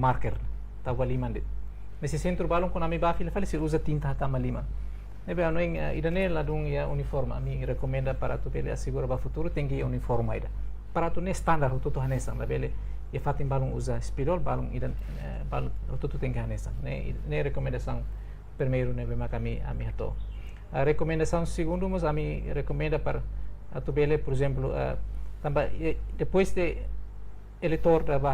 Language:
Tetum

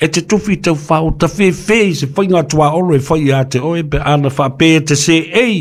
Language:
Samoan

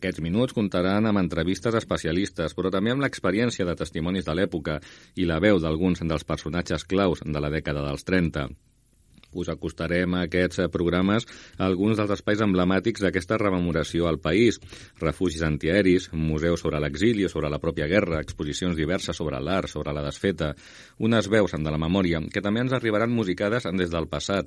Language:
Catalan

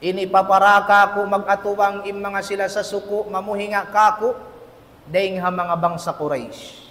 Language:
Tausug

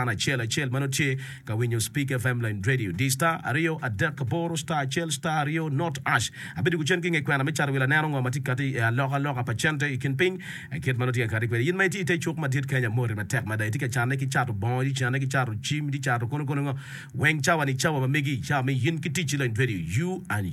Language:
Acoli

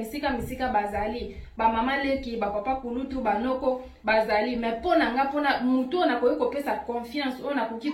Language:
Lingala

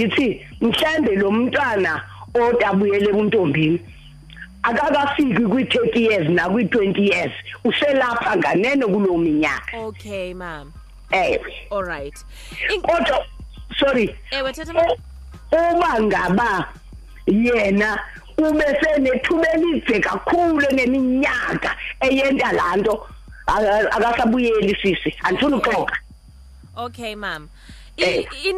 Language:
Xhosa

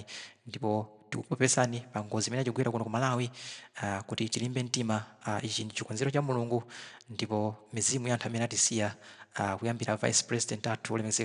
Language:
Nyanja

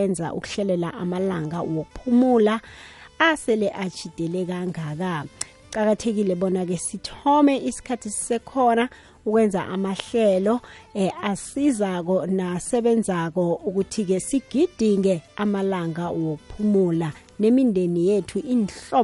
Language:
South Ndebele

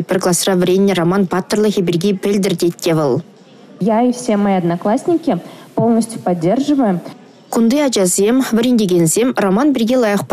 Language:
Chuvash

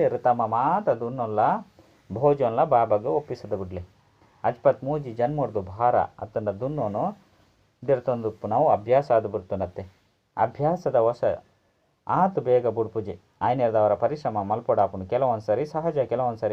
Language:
Tulu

